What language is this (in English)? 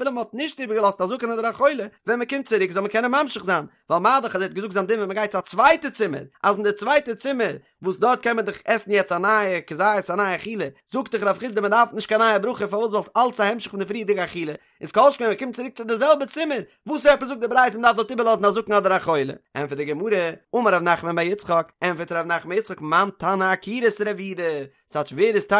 Yiddish